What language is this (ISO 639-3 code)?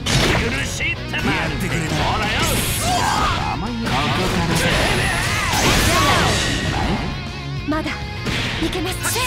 jpn